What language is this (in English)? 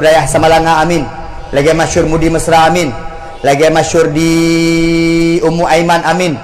Achinese